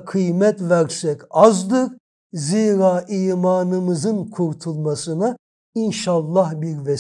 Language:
Turkish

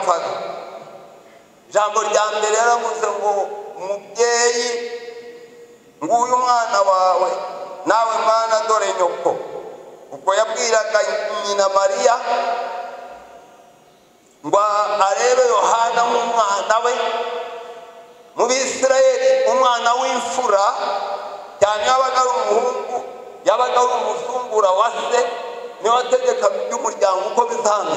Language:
Kinyarwanda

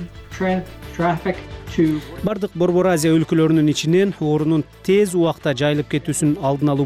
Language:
Kyrgyz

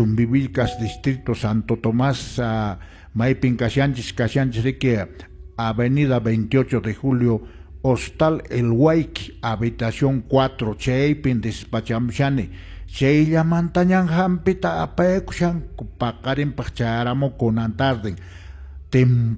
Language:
Quechua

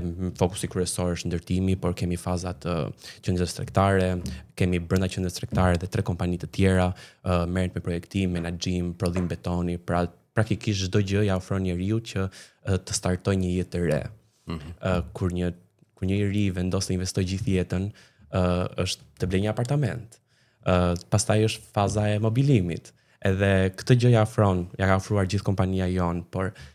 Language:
Albanian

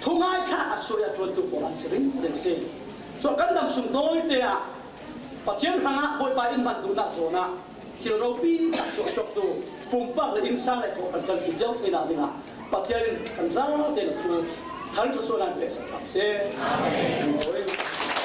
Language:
Falam Chin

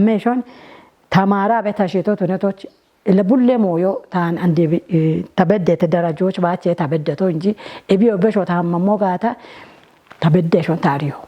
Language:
Kafa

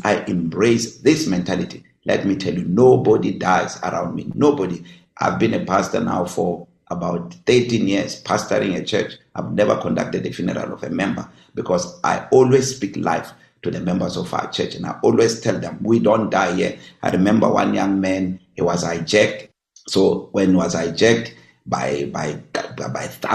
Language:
English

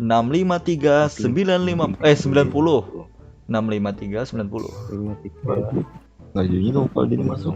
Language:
Banjar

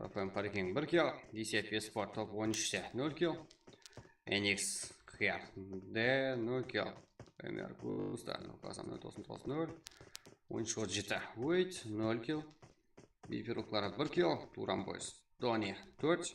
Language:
Kara-Kalpak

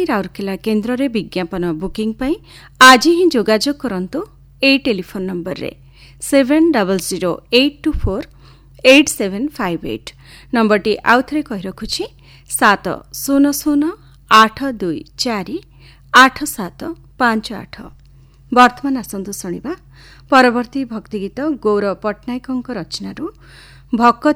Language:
Odia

